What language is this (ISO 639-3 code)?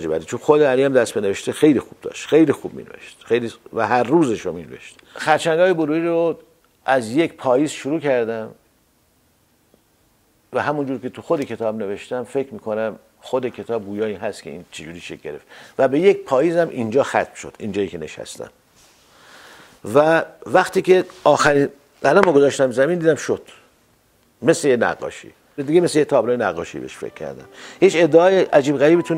fas